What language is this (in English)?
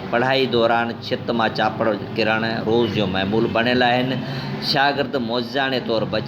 Sindhi